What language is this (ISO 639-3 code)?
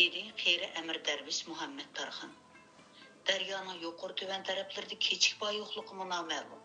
uig